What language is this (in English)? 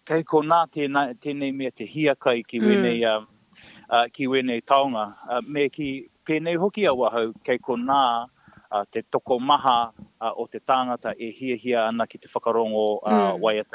Māori